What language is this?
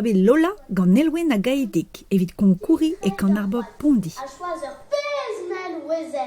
Breton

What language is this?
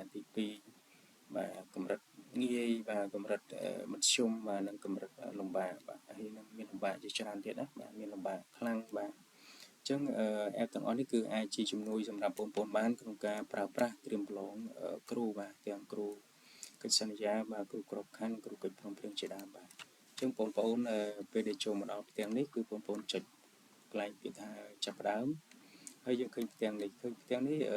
Khmer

